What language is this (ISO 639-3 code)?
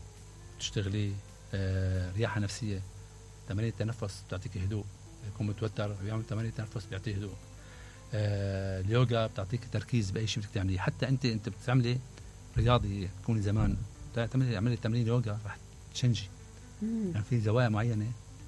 acm